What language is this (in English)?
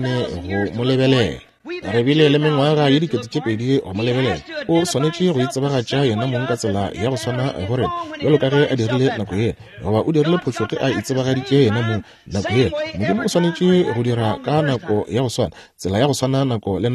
Northern Sotho